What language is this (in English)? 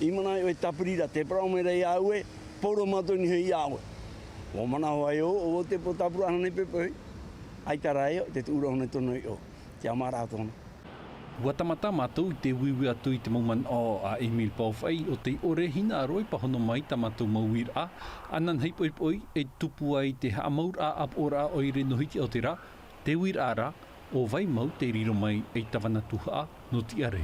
Tahitian